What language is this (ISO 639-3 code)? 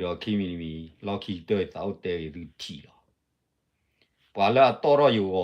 ksw